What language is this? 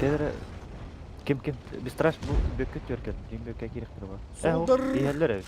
Yakut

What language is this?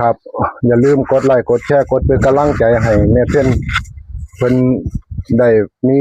Northeastern Thai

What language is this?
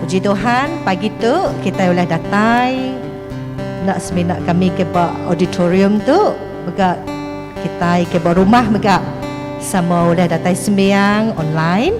Iban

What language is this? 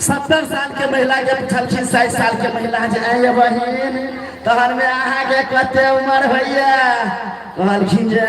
Maithili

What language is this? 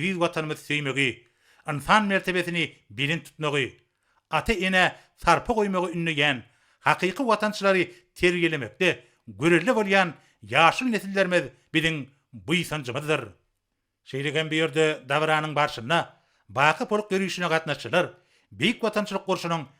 Turkmen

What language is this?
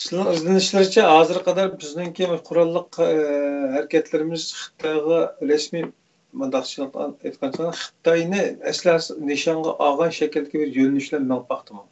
Uyghur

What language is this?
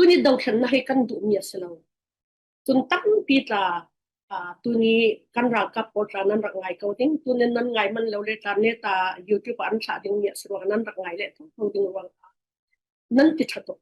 Falam Chin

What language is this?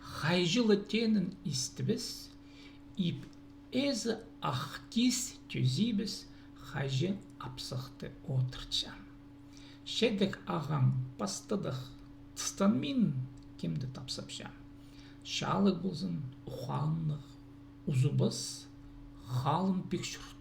Khakas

